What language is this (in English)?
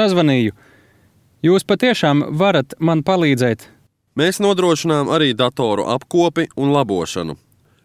Latvian